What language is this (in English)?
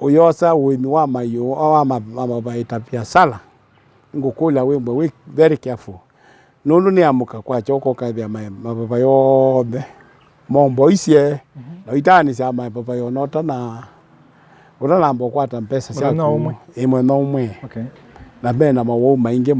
Kamba